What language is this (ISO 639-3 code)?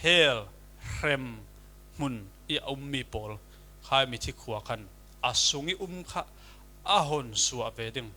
cfm